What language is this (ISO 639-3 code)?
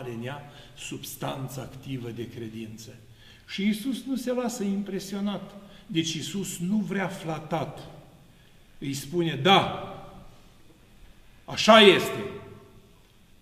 ron